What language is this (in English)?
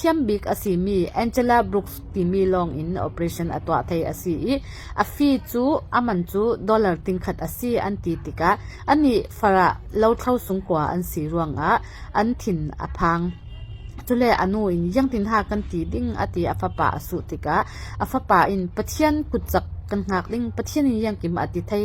Falam Chin